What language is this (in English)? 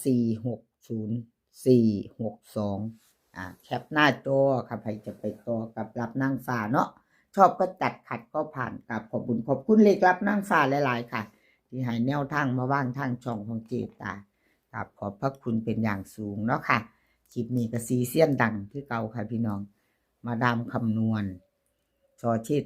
Northeastern Thai